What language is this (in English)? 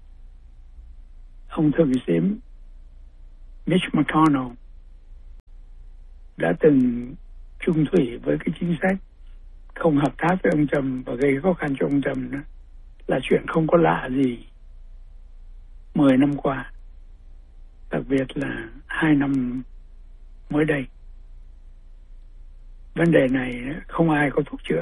Vietnamese